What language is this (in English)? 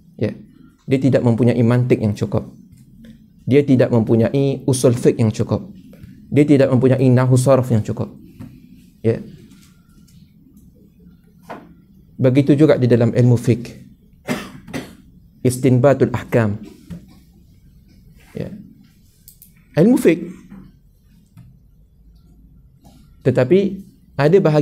Malay